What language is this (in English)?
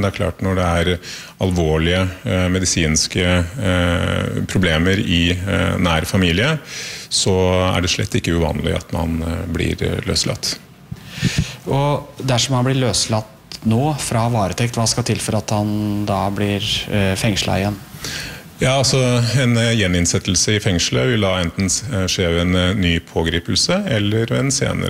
Norwegian